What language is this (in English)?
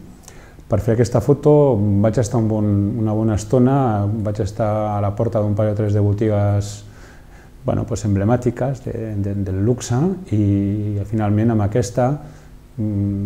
Catalan